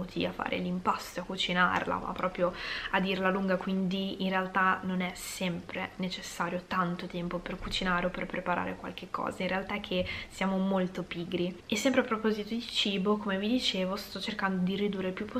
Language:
Italian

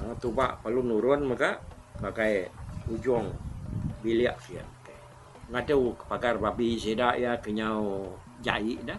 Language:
Iban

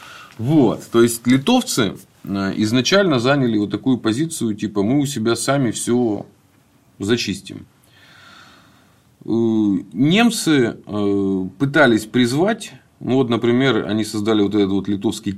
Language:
Russian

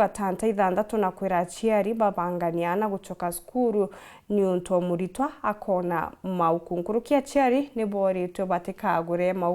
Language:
Meru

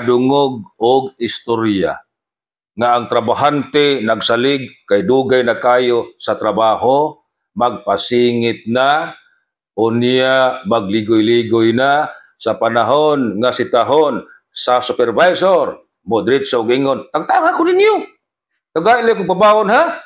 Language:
Cebuano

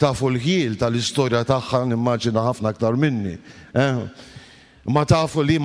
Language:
Maltese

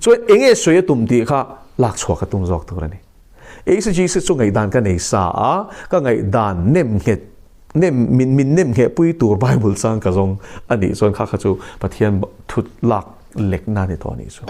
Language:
Mizo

